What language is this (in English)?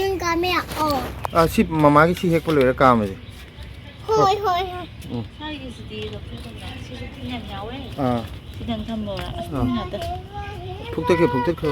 Manipuri